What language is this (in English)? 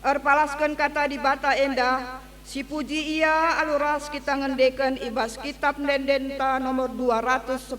Batak Karo